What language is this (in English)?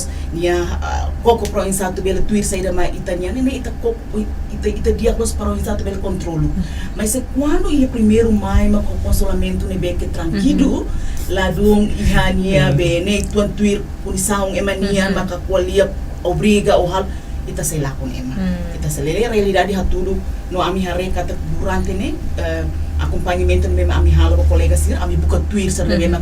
Tetum